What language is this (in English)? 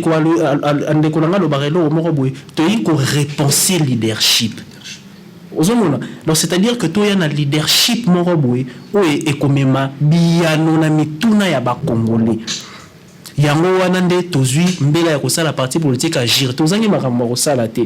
Lingala